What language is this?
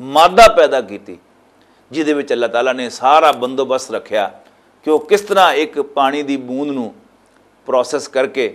Western Panjabi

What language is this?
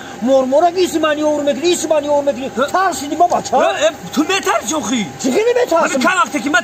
Tajik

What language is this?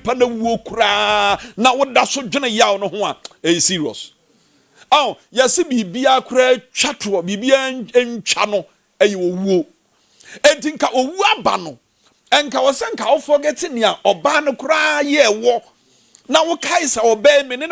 Akan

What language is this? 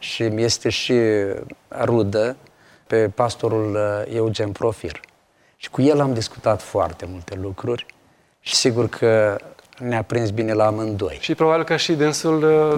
Romanian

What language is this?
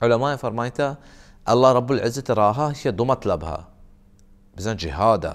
Baluchi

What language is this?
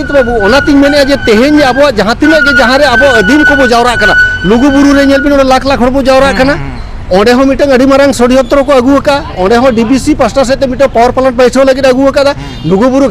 Santali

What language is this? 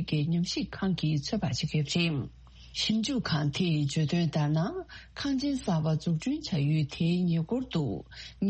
Tibetan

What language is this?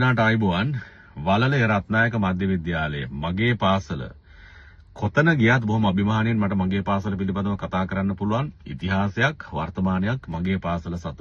Sinhala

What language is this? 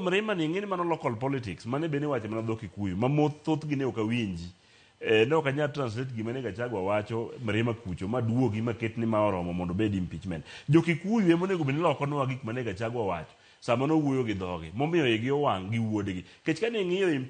Luo (Kenya and Tanzania)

